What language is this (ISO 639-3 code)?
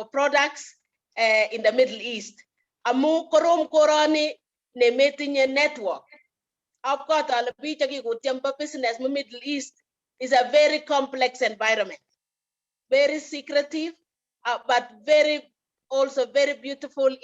kln